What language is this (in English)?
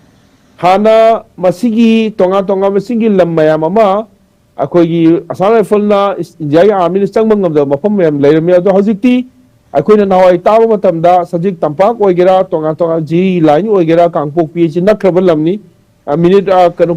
Manipuri